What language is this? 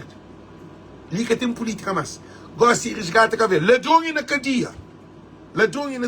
Kabuverdianu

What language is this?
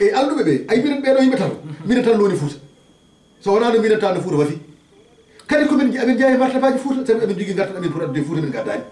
Fula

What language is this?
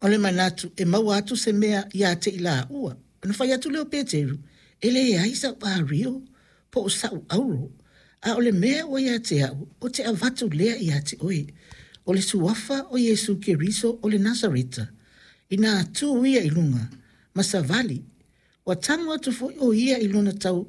Samoan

